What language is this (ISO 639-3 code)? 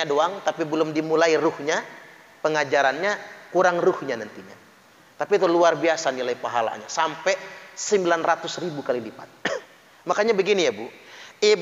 ind